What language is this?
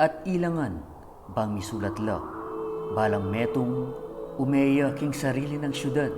Pampanga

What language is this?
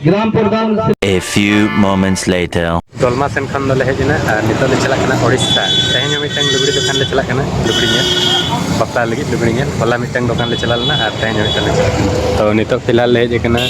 Santali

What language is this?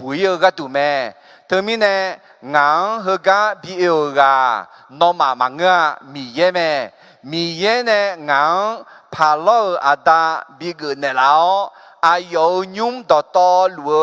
Akha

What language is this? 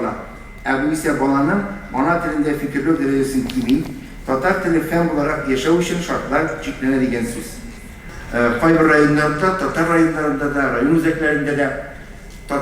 Tatar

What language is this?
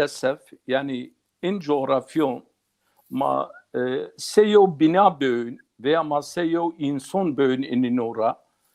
Zaza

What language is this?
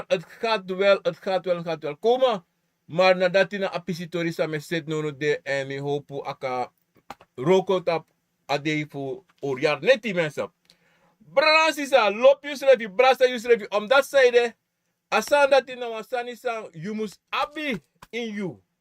Sranan Tongo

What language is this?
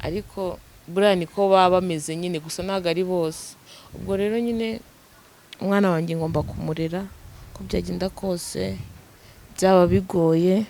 Kinyarwanda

